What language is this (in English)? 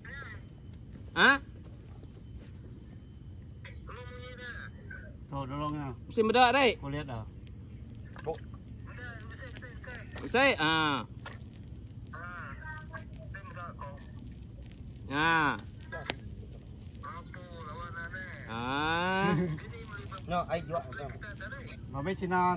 Malay